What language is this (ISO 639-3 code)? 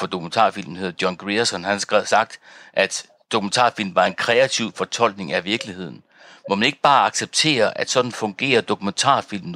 dan